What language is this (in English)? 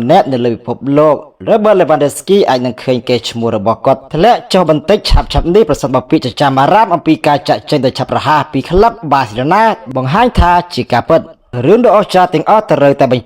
Khmer